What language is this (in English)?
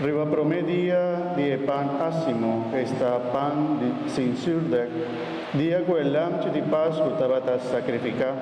Papiamento